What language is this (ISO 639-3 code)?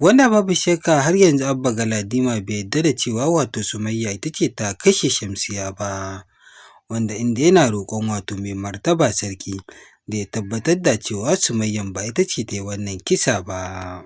hau